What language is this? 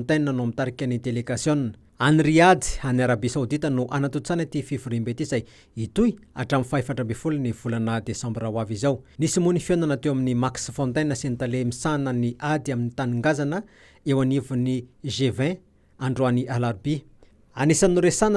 Malagasy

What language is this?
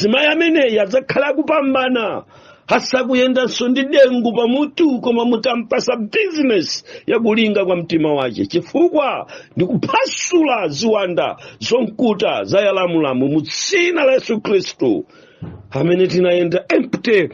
Nyanja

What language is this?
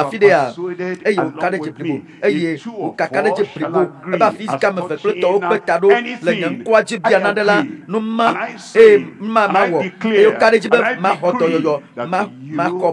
Ewe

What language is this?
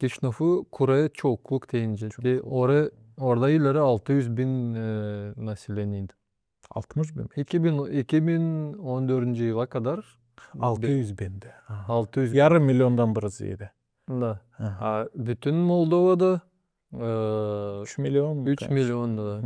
Gagauz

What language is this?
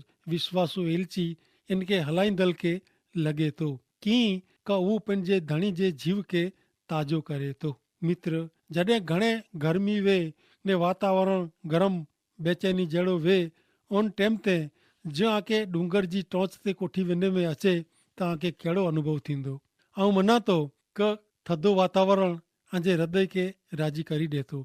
Kachhi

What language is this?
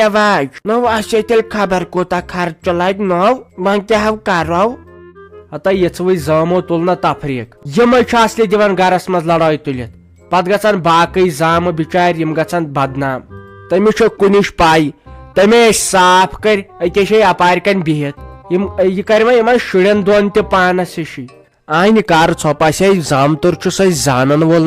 Kashmiri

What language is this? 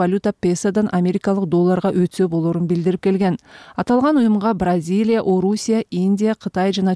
Kyrgyz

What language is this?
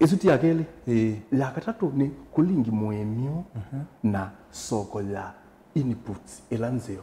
Kamba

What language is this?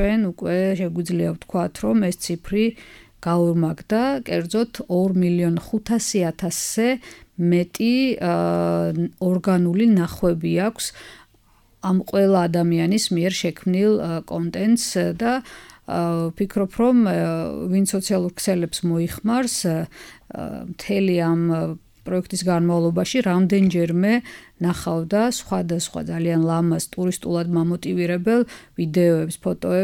Georgian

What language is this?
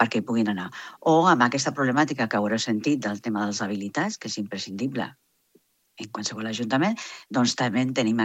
Catalan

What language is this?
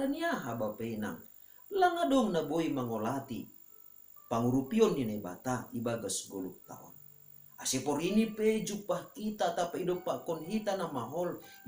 Batak Simalungun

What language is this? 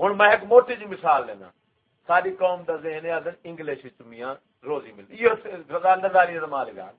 Saraiki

